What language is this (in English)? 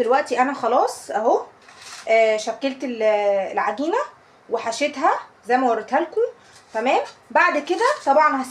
Egyptian Arabic